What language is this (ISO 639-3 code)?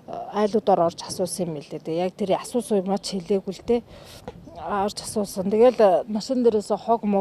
mon